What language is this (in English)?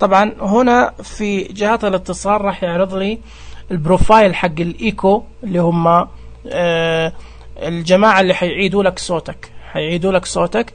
Najdi Arabic